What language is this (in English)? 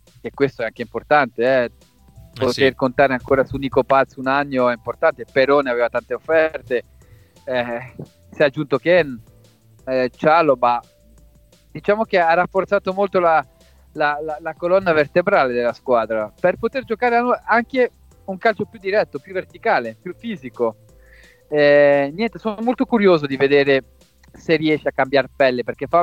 Italian